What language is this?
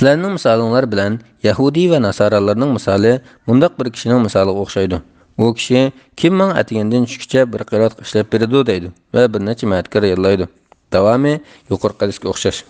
Uyghur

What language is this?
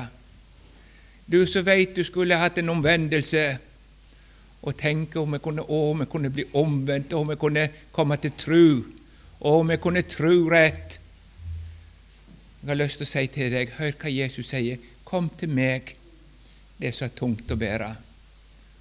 Norwegian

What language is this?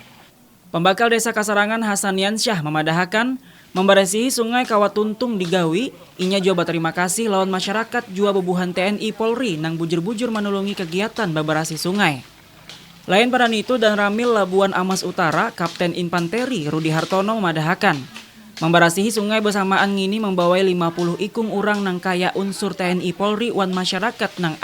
Banjar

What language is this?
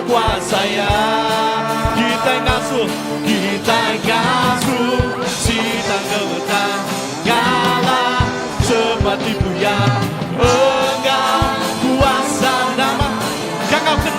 Iban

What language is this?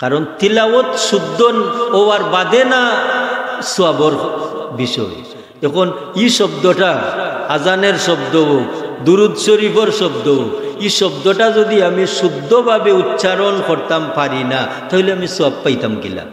Sylheti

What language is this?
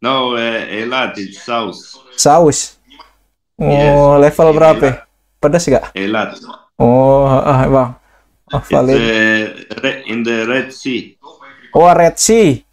Betawi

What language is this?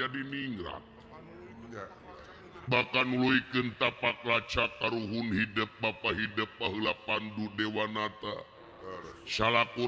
Sundanese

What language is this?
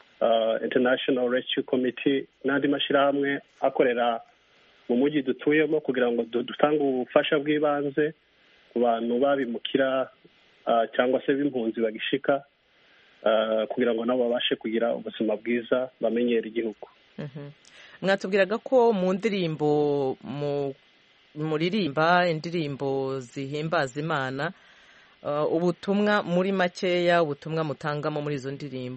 Kinyarwanda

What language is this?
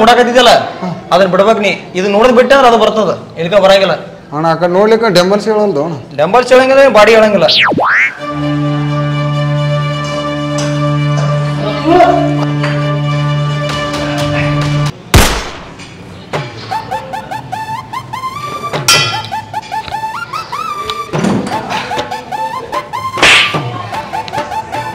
Kannada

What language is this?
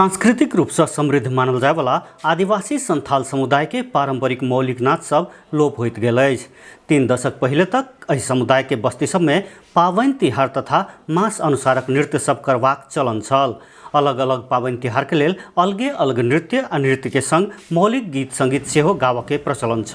Maithili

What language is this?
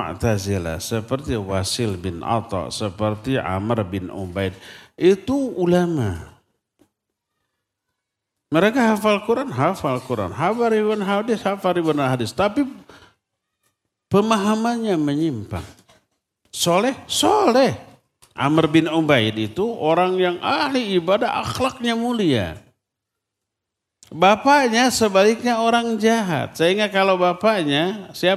Indonesian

